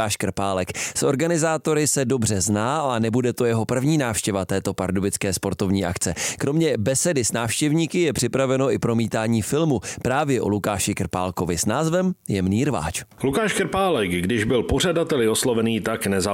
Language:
Czech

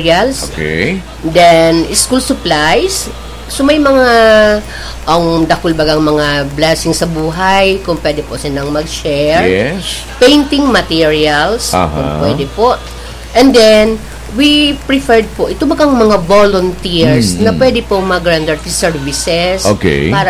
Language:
Bikol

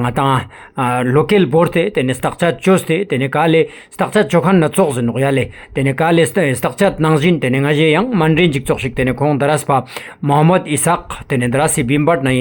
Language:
Ladakhi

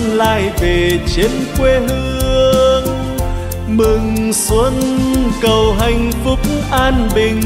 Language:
Vietnamese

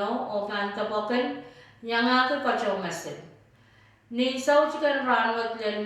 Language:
Pohnpeian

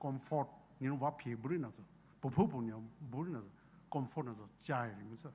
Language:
Poumei Naga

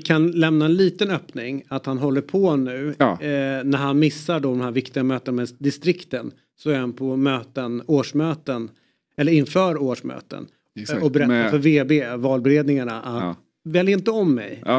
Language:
Swedish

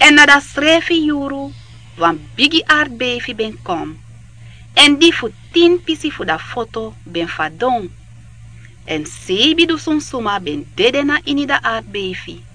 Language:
Sranan Tongo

